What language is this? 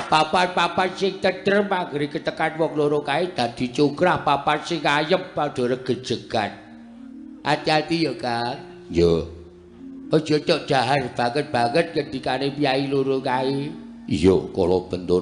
Javanese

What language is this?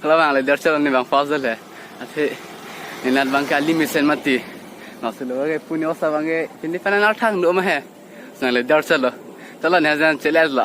Karbi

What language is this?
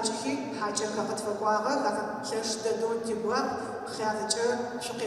Adyghe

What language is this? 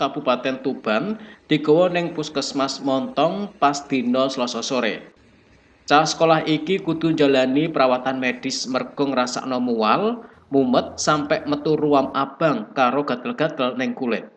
Javanese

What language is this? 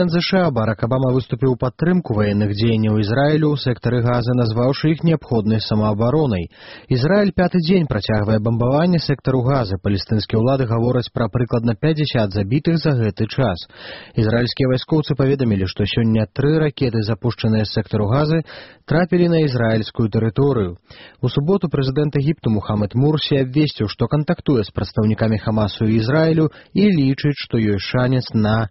Belarusian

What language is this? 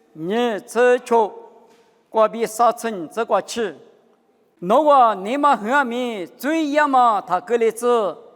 Lisu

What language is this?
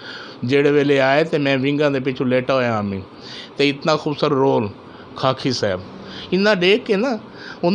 Saraiki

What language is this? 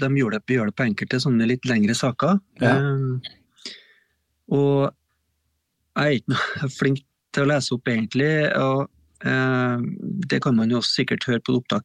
Norwegian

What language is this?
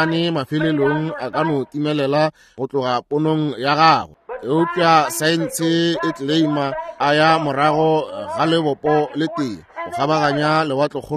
Northern Sotho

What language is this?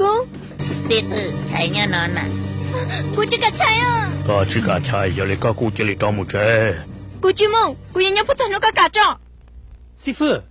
Hmong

